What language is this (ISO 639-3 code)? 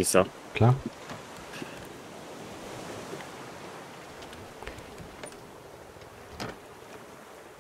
deu